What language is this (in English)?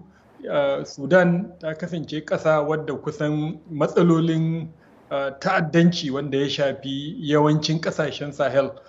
Hausa